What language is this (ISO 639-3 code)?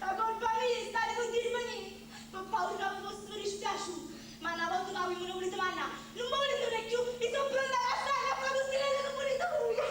nap